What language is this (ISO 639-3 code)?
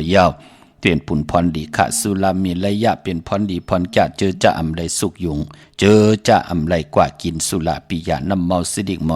shn